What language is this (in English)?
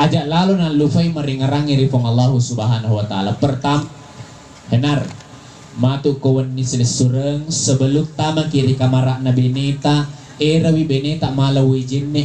Buginese